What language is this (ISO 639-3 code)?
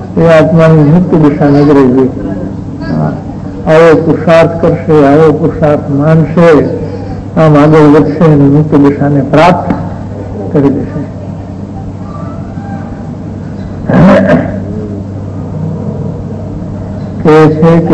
guj